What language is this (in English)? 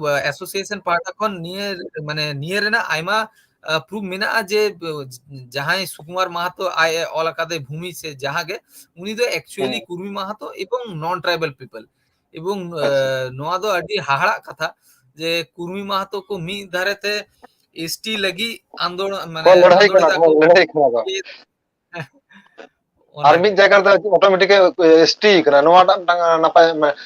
Santali